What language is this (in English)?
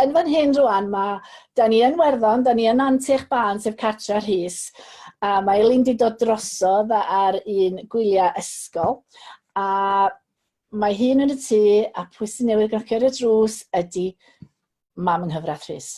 Welsh